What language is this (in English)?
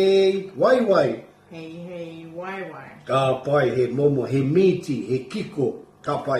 Māori